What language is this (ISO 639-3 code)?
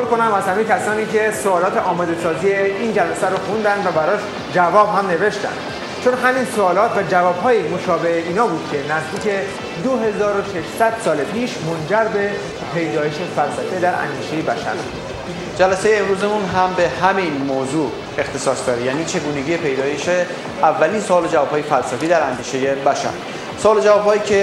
fas